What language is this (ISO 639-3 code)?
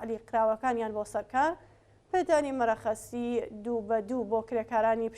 ckb